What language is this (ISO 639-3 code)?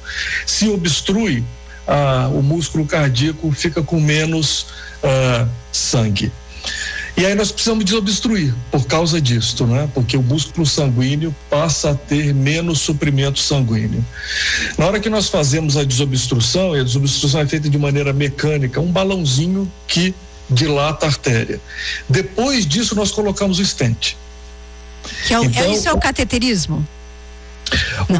por